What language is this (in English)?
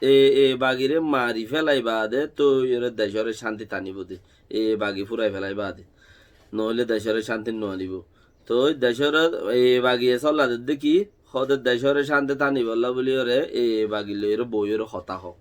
Rohingya